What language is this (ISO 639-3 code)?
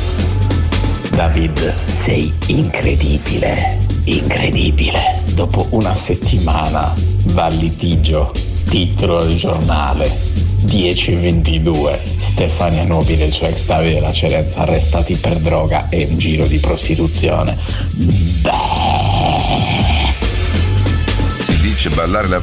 ita